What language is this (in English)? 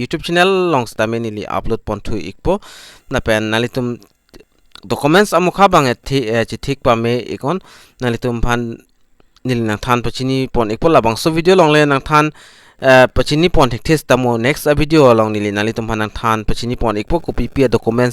Karbi